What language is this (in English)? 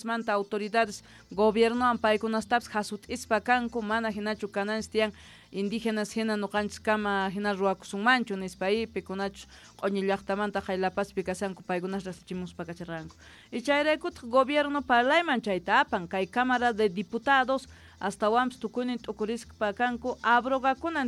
South Bolivian Quechua